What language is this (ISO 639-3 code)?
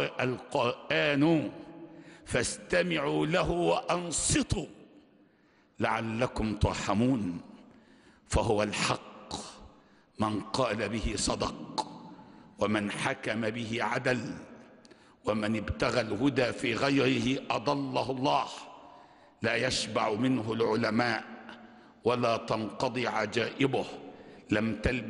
ara